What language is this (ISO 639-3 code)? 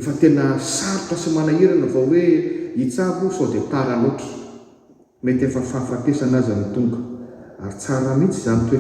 mlg